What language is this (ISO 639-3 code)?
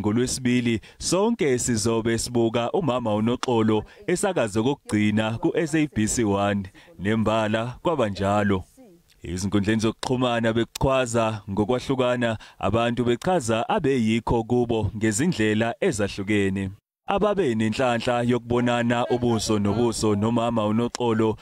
zul